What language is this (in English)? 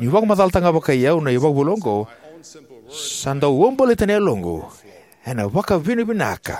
Fijian